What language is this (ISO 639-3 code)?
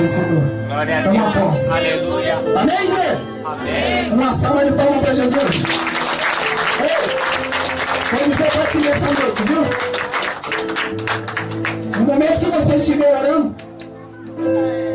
por